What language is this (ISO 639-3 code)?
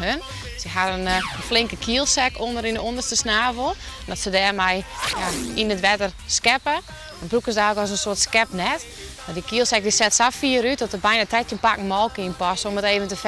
fry